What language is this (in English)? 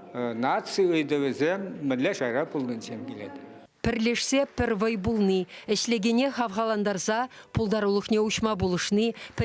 Chuvash